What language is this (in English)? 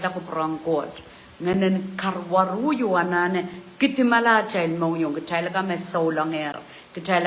Pohnpeian